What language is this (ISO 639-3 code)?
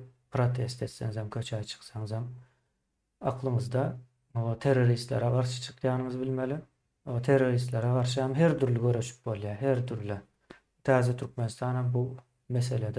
tuk